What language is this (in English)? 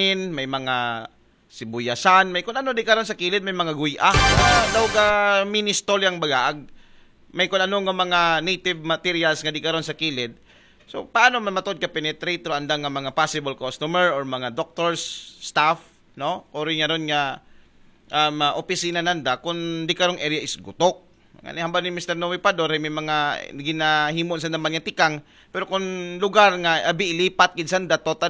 Aklanon